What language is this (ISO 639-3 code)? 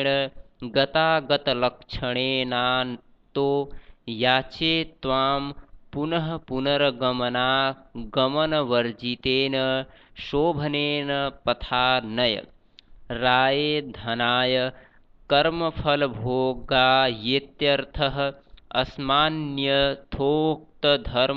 san